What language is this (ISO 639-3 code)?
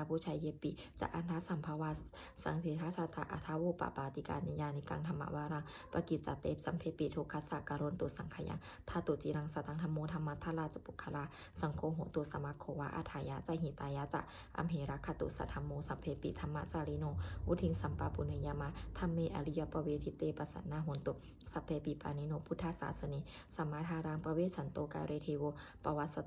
pli